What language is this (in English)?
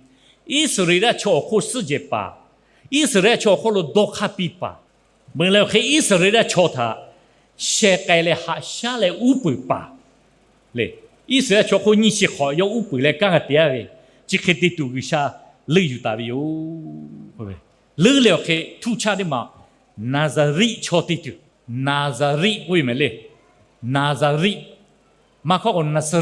Lahu